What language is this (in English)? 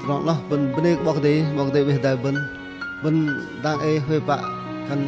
Bahnar